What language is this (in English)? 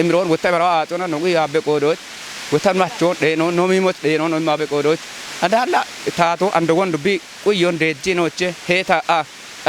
Kafa